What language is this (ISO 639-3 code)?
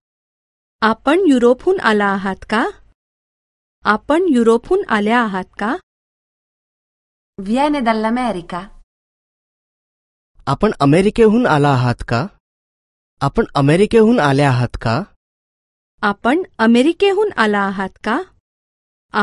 mar